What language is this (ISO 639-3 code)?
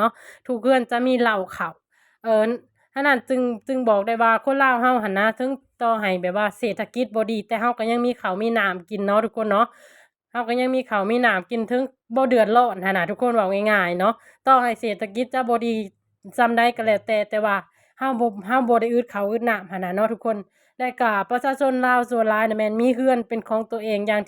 lao